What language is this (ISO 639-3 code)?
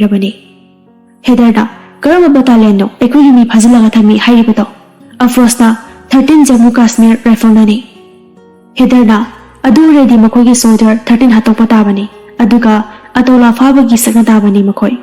mni